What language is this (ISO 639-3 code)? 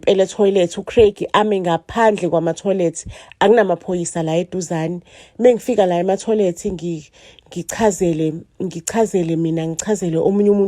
zul